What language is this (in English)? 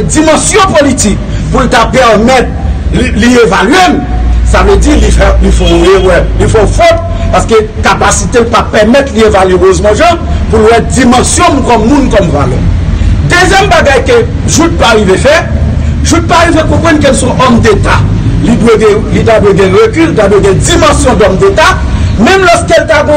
Haitian Creole